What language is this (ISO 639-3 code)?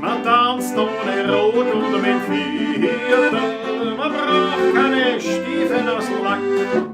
bar